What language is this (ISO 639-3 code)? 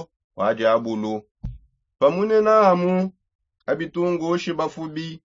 sop